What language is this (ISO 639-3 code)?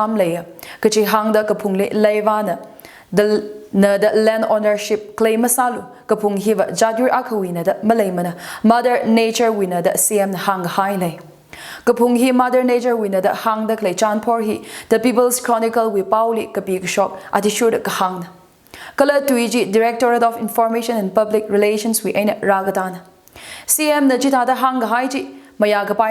nmf